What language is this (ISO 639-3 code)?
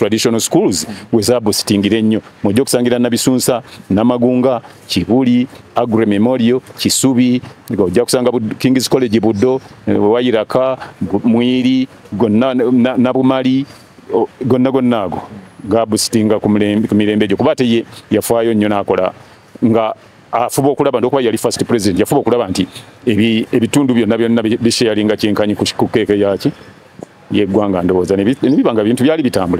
lug